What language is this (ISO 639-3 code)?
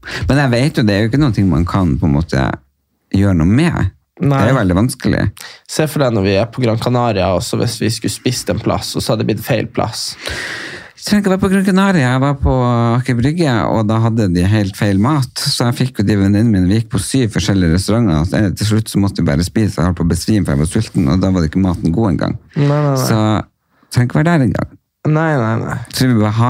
nor